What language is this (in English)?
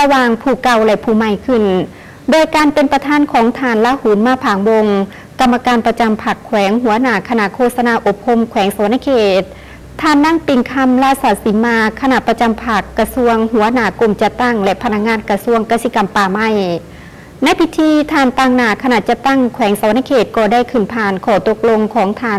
Lao